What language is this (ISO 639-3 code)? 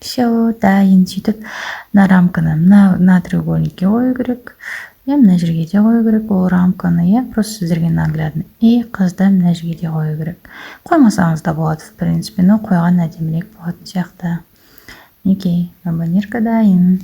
kaz